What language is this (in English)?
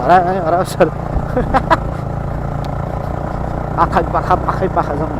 Nepali